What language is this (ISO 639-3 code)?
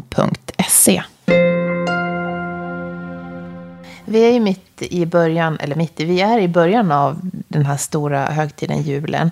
swe